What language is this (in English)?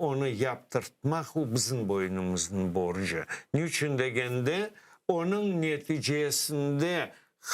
Crimean Tatar